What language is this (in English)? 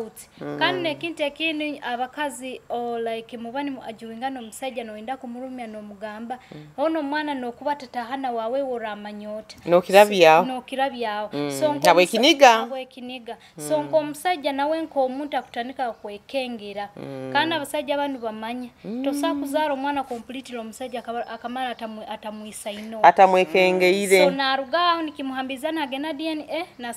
Nyoro